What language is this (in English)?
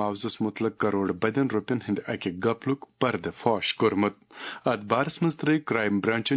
Kashmiri